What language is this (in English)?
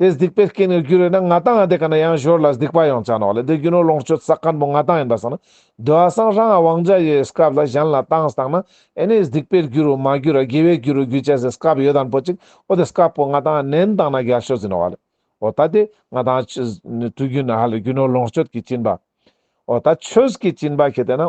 Ladakhi